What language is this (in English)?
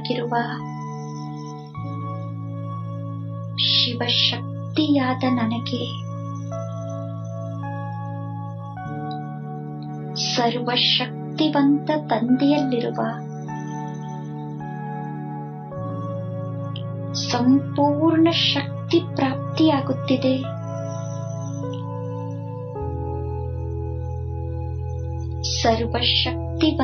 Kannada